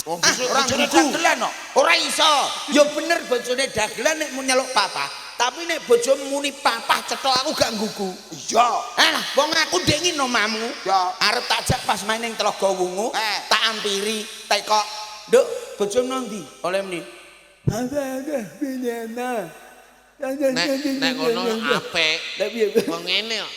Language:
Javanese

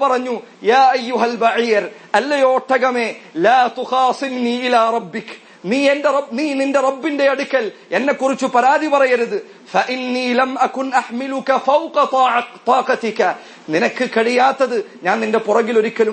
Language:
Malayalam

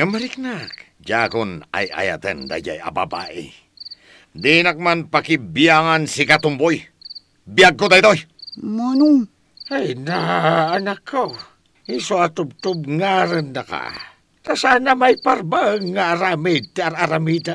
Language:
Iloko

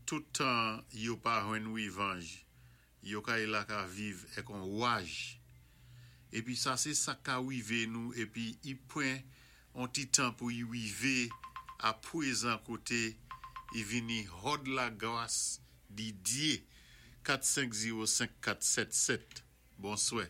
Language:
Saint Lucian Creole French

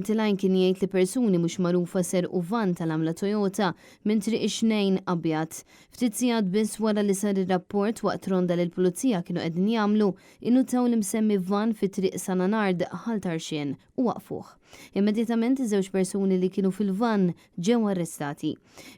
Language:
Maltese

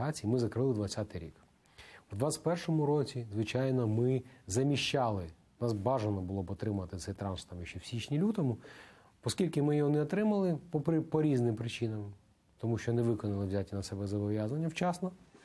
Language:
Ukrainian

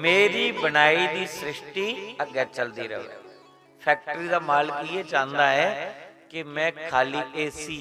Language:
Dogri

